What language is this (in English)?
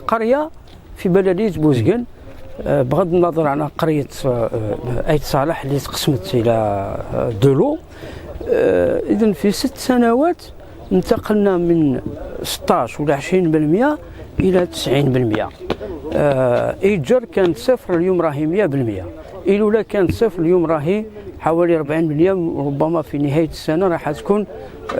Algerian Arabic